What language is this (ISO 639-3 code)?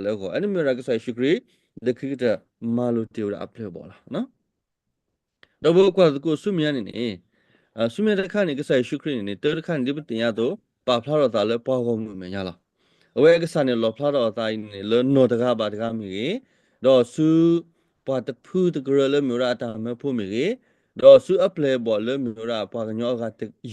ksw